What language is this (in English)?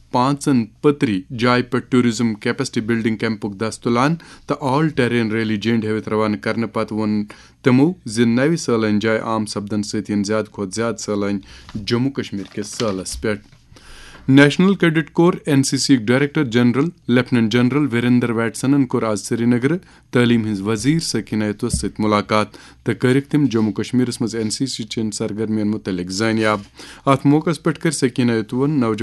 Kashmiri